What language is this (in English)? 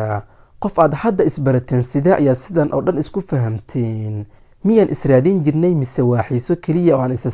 Somali